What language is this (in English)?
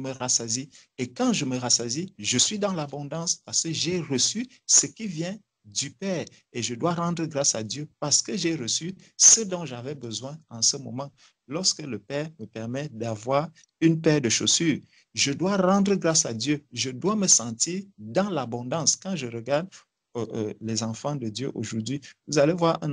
French